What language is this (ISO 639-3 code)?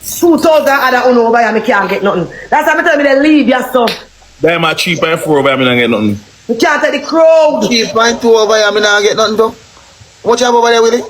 jam